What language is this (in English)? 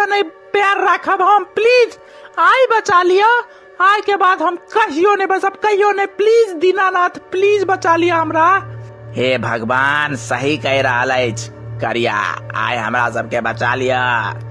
Maithili